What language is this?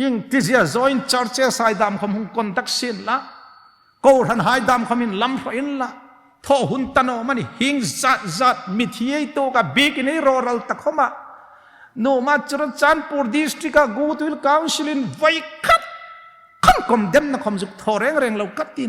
Hmar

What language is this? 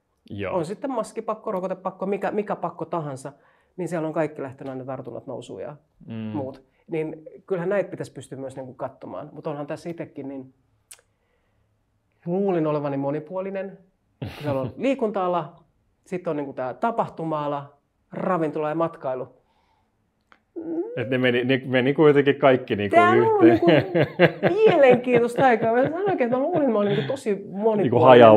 Finnish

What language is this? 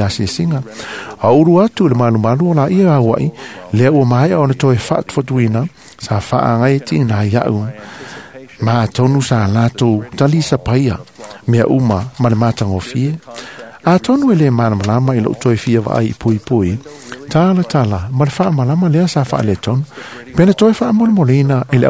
Samoan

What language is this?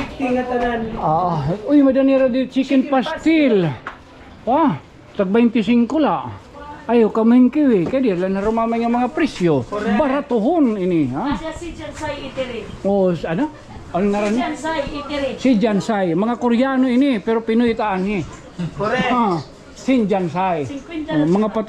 Waray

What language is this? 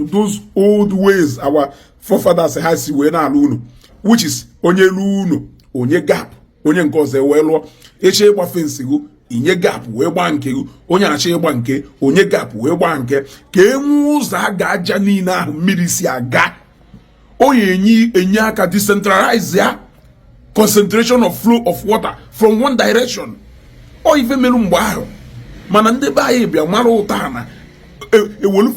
Igbo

